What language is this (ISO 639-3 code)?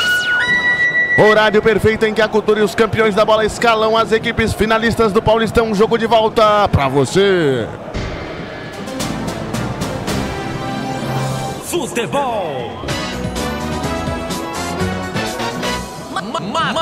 por